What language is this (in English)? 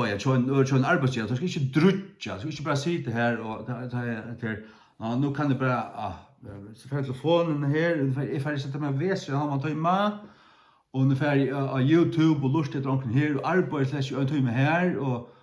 Faroese